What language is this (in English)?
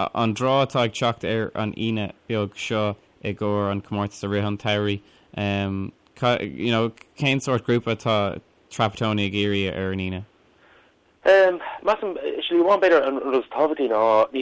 Irish